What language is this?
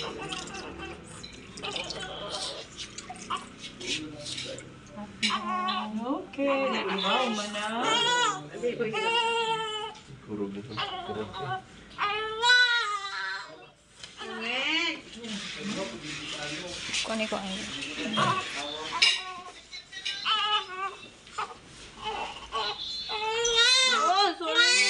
Filipino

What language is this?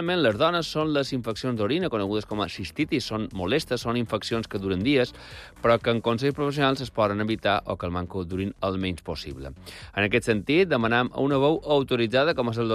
Catalan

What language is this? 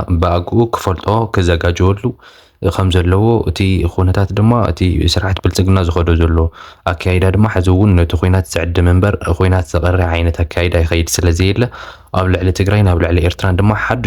Tigrinya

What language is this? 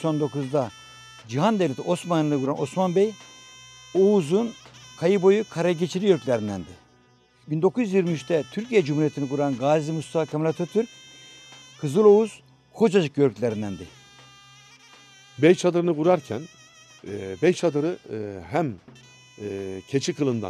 Turkish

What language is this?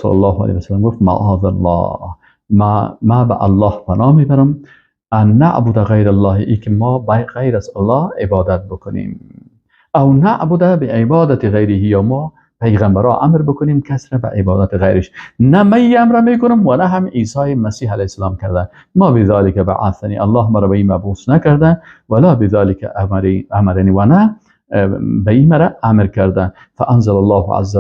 Persian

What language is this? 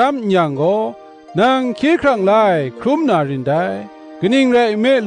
Kachin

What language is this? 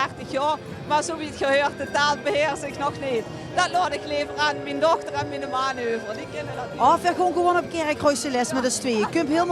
Limburgish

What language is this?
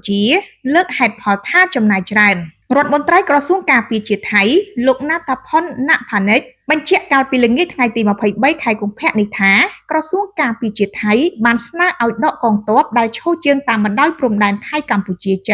Khmer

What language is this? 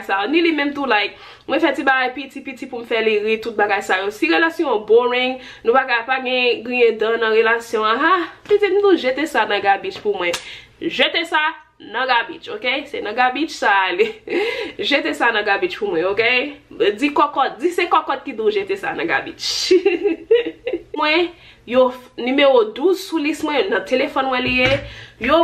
Haitian Creole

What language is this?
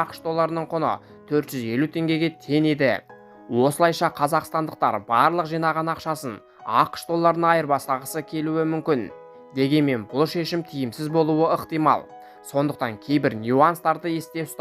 Kazakh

